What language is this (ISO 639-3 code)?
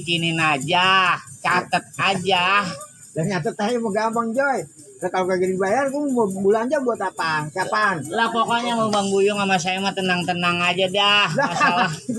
bew